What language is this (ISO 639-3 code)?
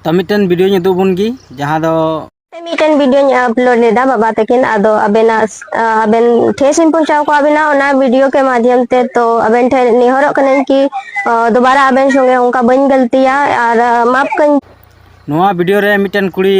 sat